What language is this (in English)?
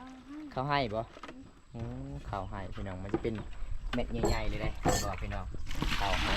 Lao